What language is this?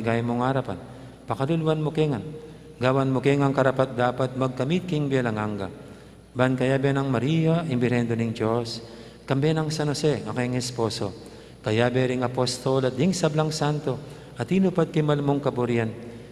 Pampanga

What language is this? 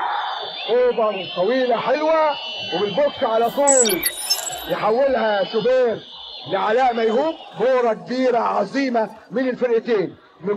Egyptian Arabic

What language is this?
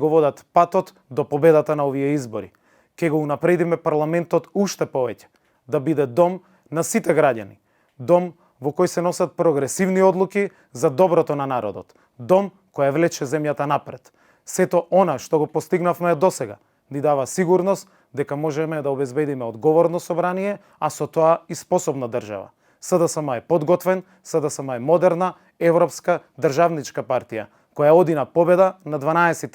Macedonian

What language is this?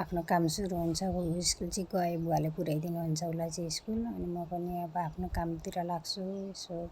Nepali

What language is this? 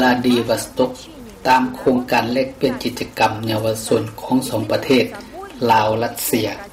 Lao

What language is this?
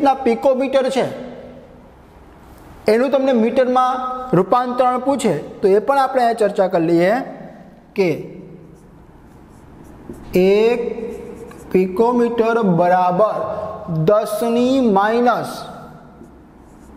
Gujarati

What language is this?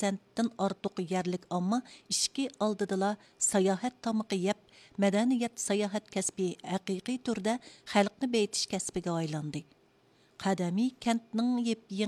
Uyghur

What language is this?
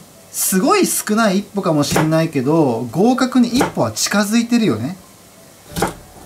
Japanese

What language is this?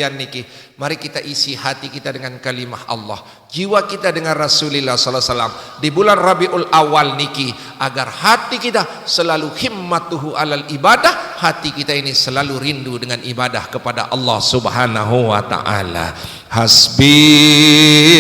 Sasak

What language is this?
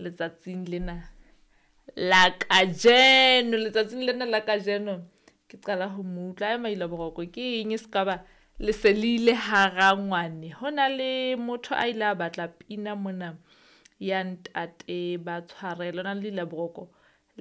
Southern Sotho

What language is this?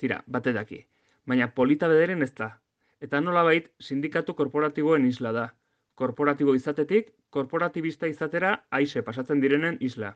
Basque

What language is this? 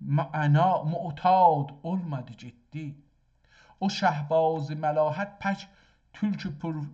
South Azerbaijani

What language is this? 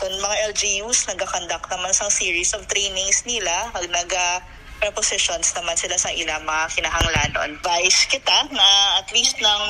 Hiligaynon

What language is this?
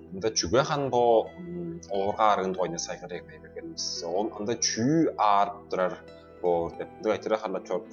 Tuvinian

